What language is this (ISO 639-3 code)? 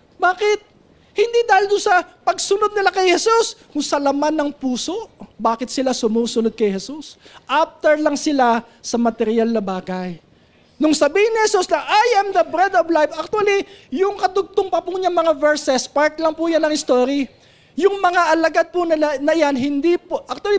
fil